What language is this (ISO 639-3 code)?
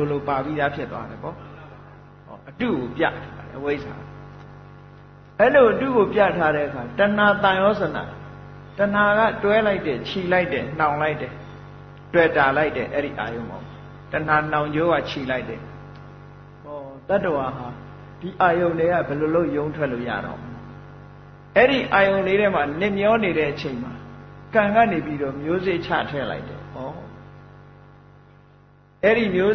mya